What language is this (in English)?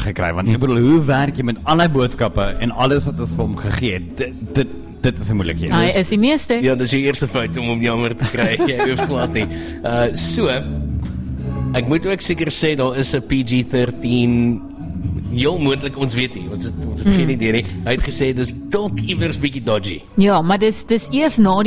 Afrikaans